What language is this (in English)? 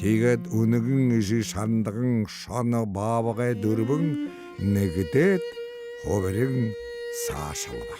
Buriat